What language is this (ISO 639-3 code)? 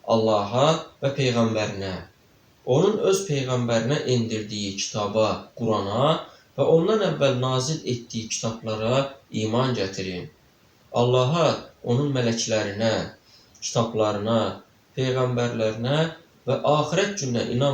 aze